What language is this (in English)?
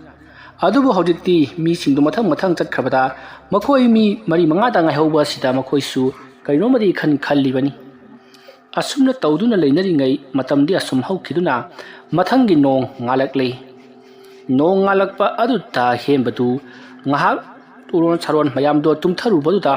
Manipuri